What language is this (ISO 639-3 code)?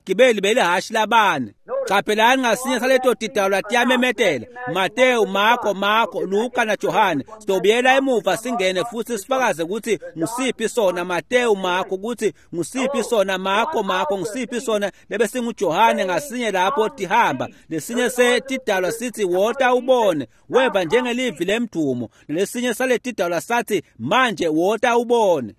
ssw